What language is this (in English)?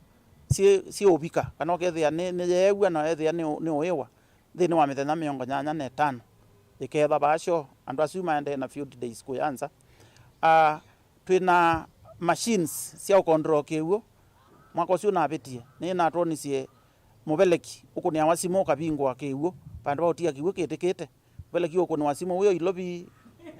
Kamba